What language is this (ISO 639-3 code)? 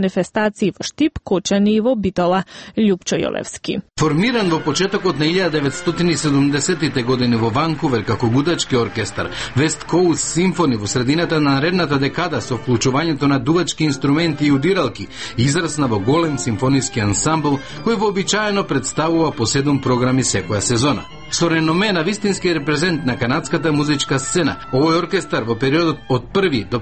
mkd